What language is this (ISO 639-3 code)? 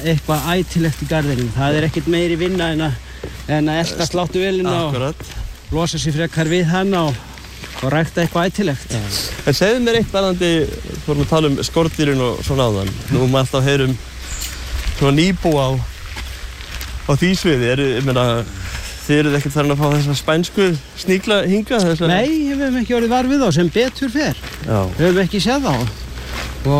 isl